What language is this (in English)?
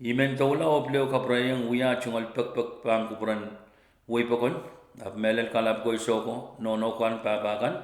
Pohnpeian